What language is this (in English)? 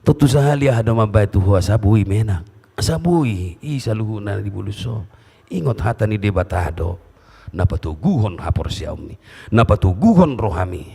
Batak Toba